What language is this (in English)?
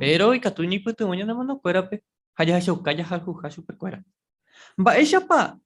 Guarani